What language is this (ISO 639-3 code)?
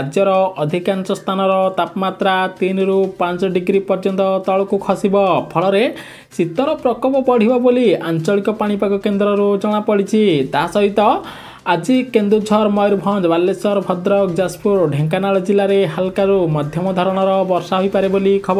ori